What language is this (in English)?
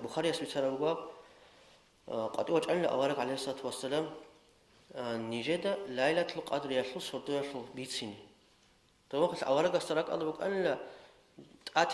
Avaric